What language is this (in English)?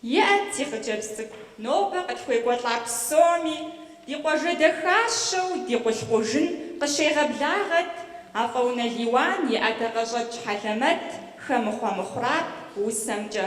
Kabardian